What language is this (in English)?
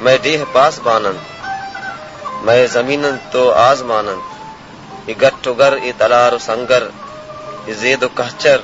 Baluchi